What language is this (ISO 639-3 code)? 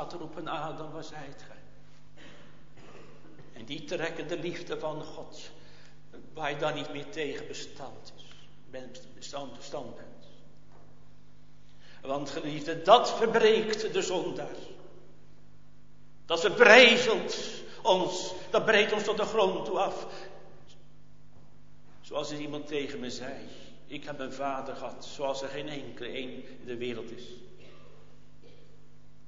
nld